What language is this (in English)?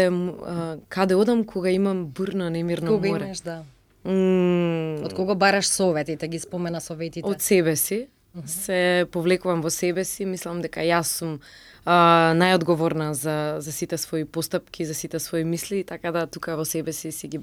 Macedonian